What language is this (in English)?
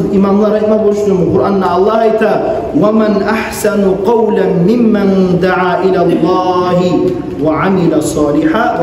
Kumyk